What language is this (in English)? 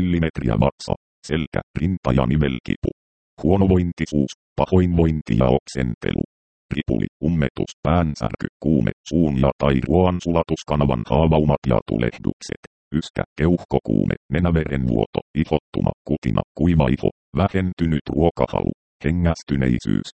Finnish